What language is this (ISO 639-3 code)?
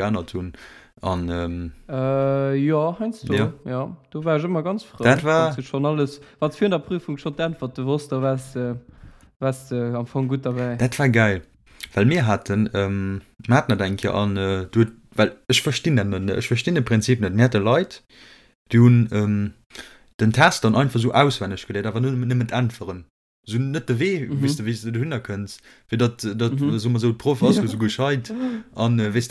ltz